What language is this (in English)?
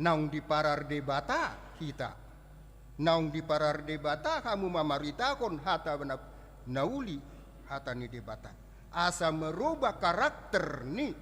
Batak Toba